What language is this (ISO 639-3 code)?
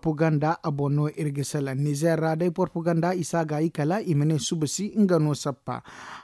dje